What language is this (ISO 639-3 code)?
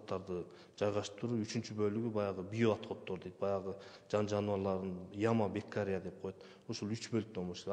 kir